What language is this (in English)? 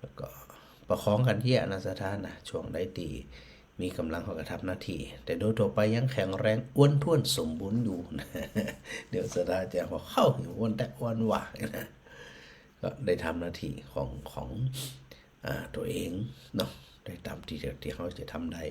Northern Thai